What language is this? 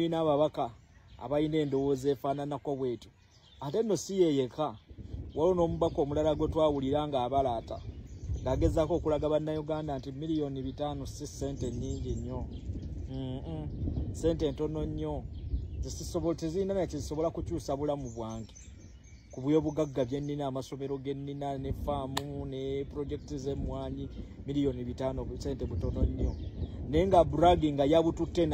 Ganda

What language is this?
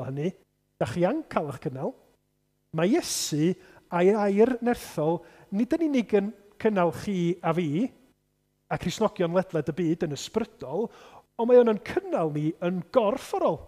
Welsh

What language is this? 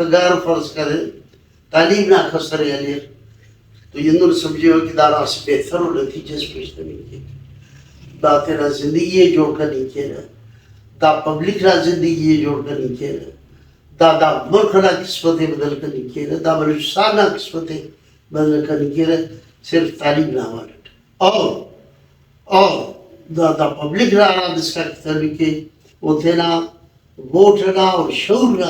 Brahui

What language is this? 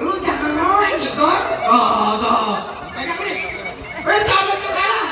Betawi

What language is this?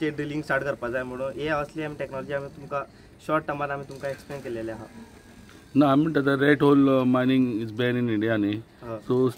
Konkani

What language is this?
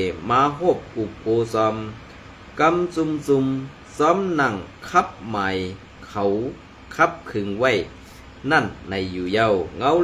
Shan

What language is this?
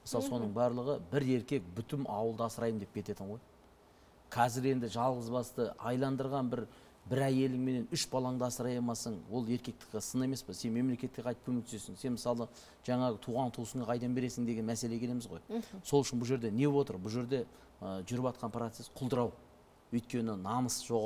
Kazakh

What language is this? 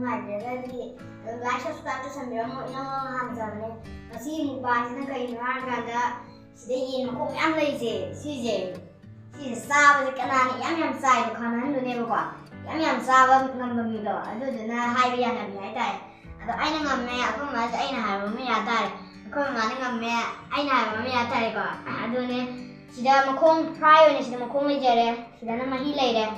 Manipuri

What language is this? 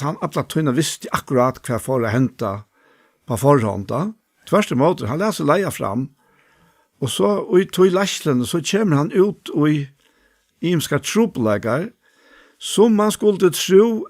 Faroese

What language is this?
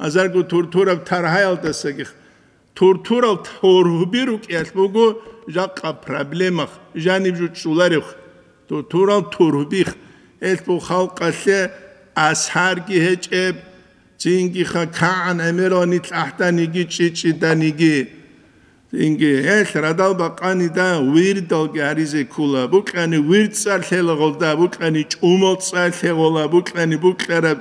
Avaric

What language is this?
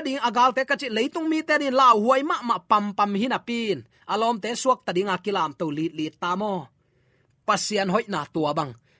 Tedim Chin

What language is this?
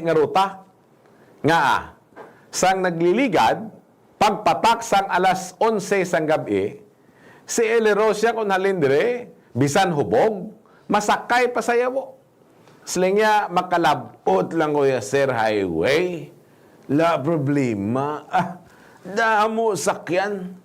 Hiligaynon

